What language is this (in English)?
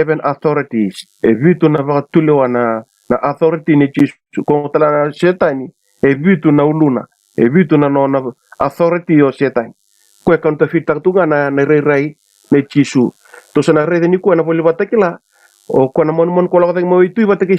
Fijian